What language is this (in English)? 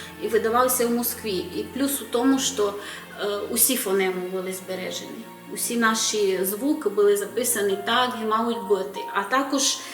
Rusyn